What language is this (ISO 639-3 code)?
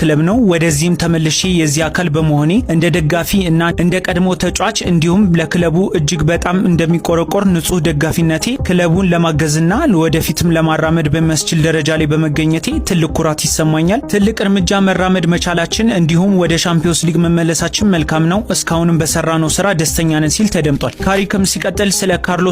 amh